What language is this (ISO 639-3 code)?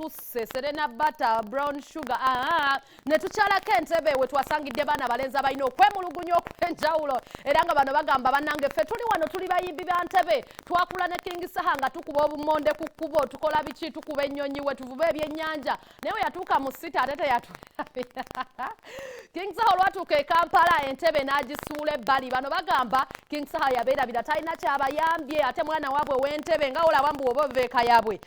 lug